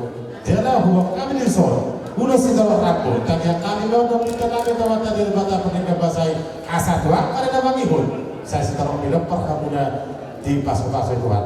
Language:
Batak Toba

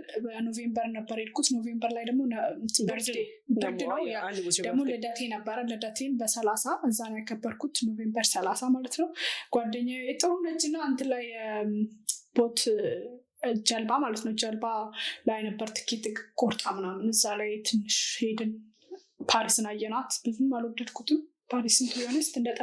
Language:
Amharic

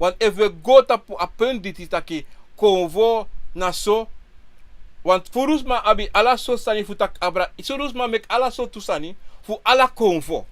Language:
Sranan Tongo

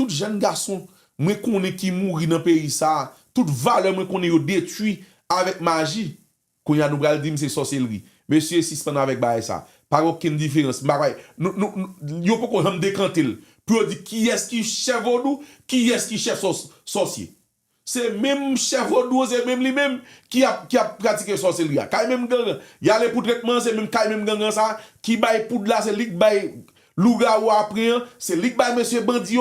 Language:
Haitian Creole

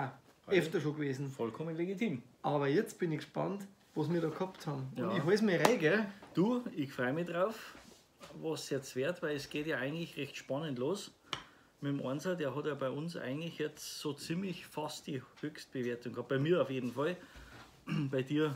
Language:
Bavarian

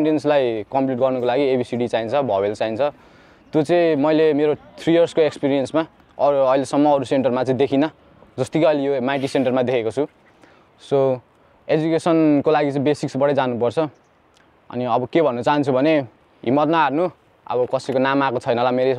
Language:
Nepali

